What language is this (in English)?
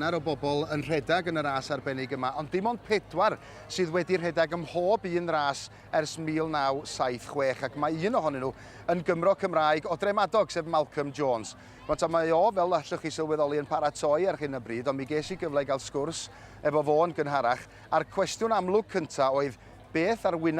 Welsh